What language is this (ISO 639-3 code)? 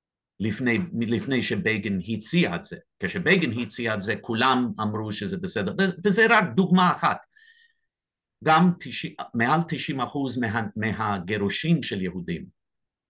heb